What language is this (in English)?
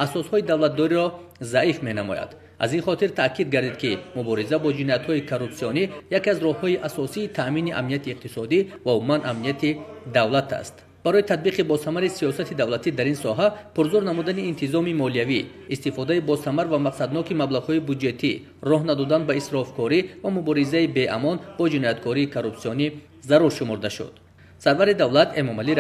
Tajik